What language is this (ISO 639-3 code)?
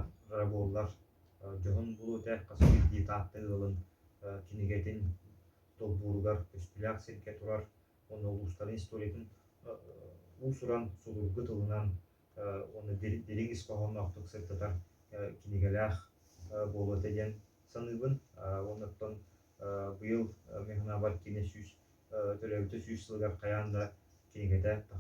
sah